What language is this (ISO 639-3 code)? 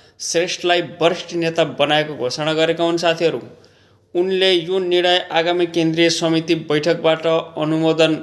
nep